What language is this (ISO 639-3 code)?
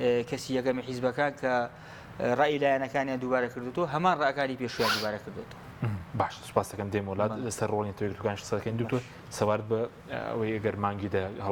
ckb